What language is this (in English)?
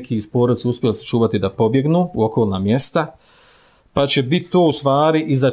Bosnian